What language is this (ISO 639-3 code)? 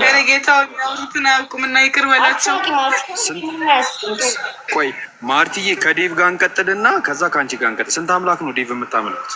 amh